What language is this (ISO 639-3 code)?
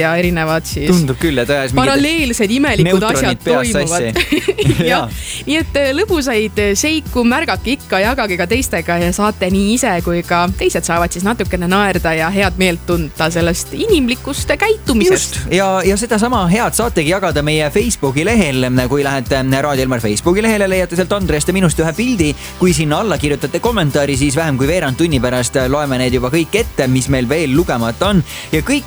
est